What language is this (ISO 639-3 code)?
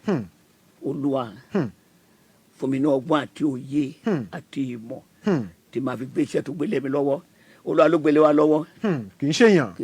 yor